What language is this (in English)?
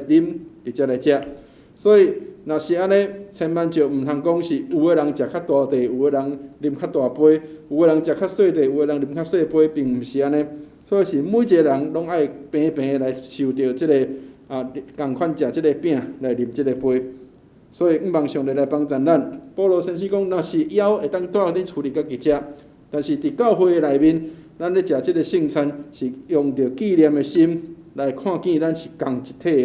Min Nan Chinese